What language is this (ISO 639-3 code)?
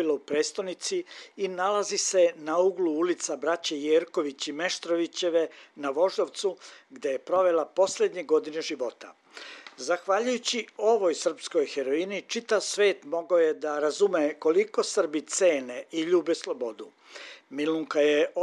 srp